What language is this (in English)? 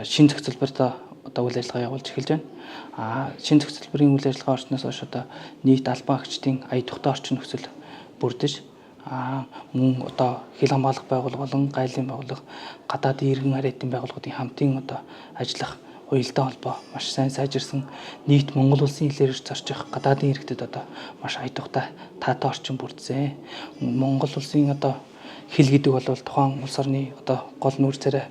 Mongolian